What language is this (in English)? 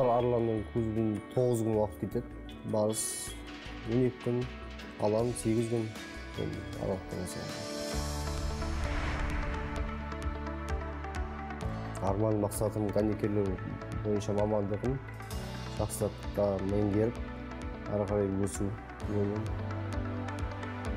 Kazakh